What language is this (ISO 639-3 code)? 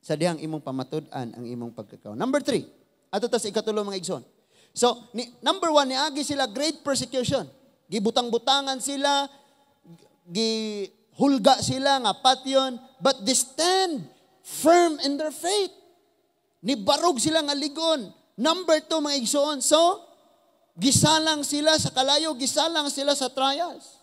ceb